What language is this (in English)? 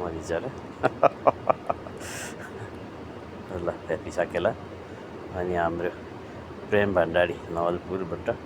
Nepali